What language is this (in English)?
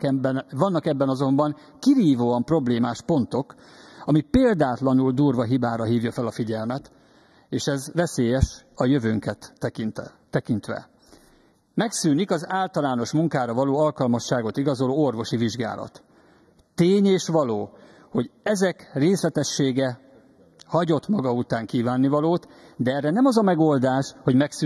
Hungarian